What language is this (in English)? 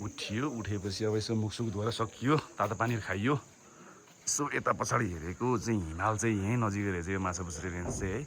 Nepali